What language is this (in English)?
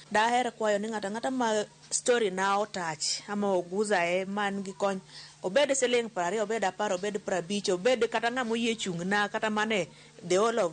Luo (Kenya and Tanzania)